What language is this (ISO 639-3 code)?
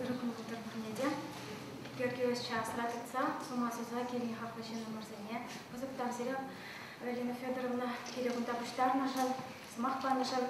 chv